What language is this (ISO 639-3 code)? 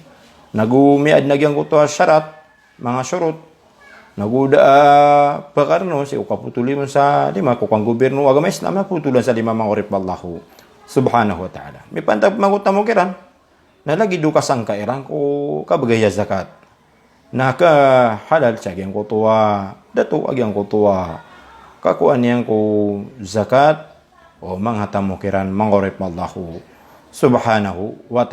mrw